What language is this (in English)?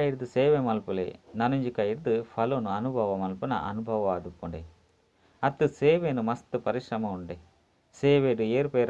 Tulu